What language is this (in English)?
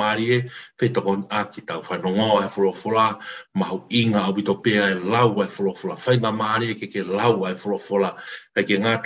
Tongan